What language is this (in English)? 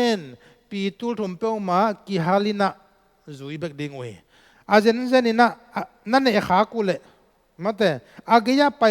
Tedim Chin